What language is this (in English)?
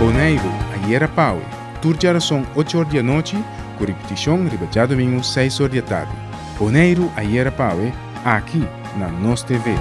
Papiamento